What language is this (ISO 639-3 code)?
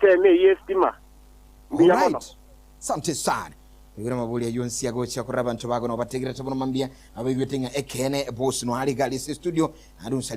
guz